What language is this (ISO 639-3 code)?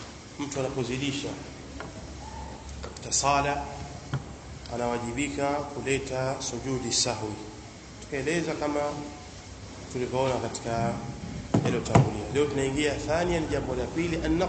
swa